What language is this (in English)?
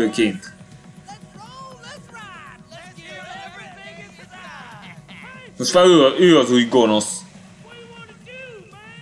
Hungarian